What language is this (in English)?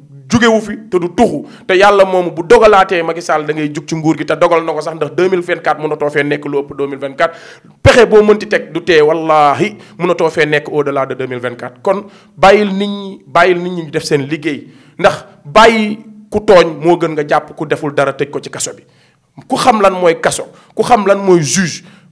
Wolof